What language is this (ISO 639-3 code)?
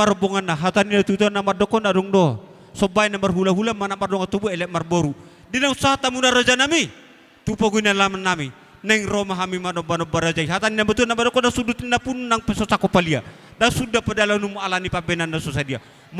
bbc